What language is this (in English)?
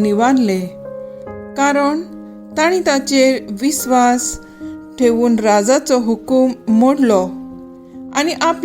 Konkani